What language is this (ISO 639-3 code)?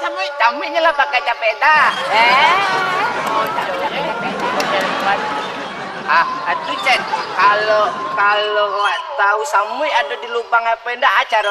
min